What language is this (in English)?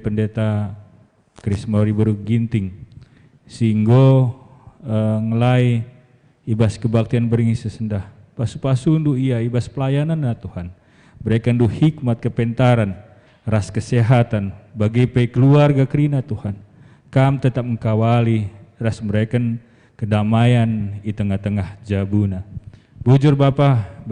Batak Karo